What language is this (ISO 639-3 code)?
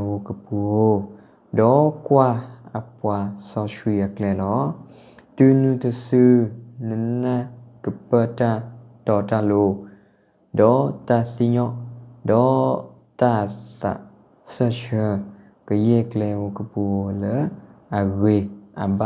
ksw